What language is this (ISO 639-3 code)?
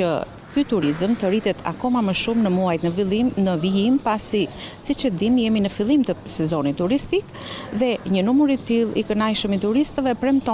sqi